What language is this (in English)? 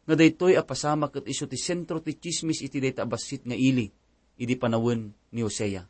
Iloko